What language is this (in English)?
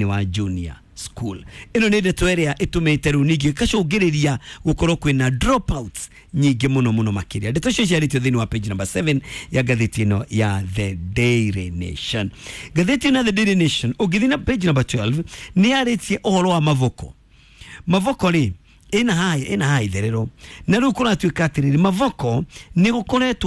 Kikuyu